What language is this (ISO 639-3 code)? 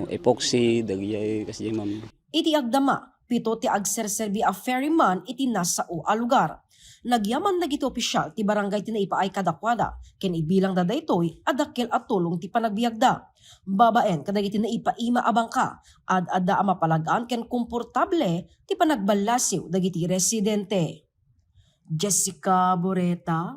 ilo